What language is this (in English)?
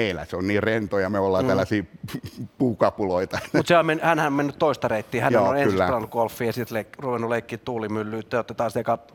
Finnish